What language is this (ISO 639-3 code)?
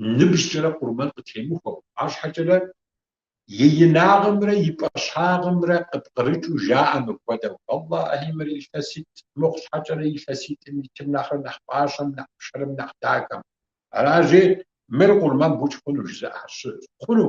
kbd